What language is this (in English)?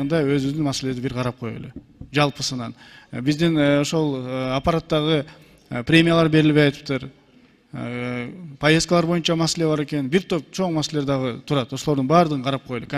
Kyrgyz